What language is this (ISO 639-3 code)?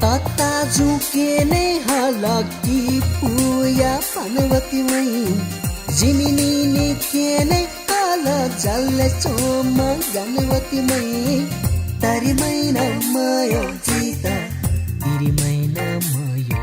new